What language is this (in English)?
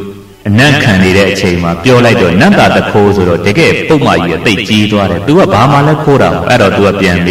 Burmese